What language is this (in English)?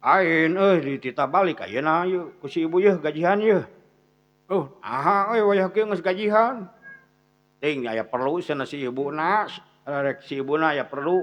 Sundanese